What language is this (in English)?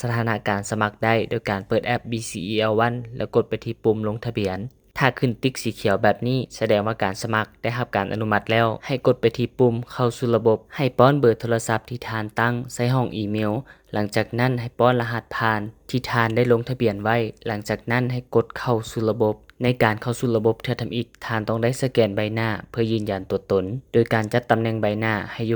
Lao